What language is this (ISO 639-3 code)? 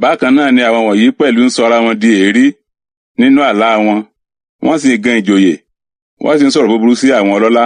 yor